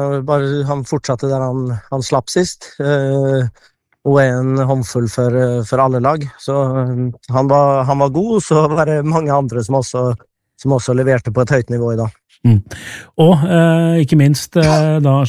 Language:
Norwegian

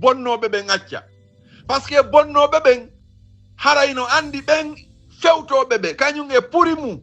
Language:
Fula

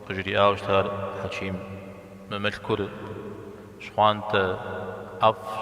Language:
Kabardian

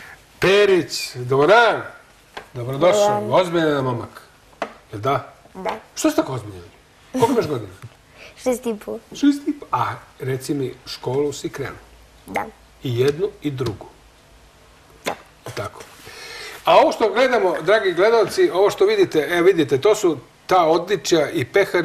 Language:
Serbian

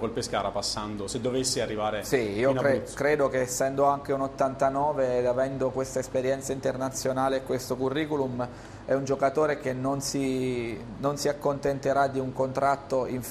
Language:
Italian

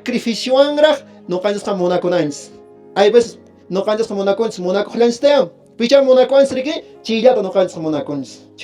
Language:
Quechua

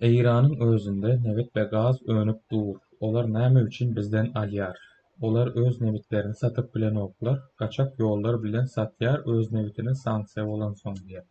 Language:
Turkmen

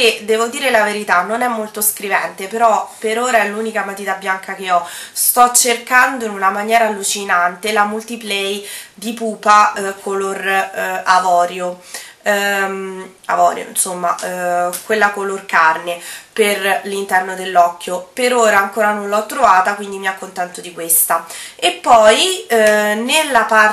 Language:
Italian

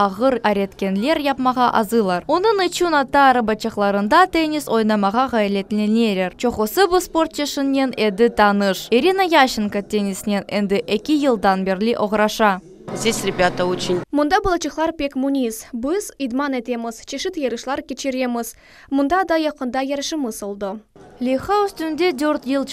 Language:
Crimean Tatar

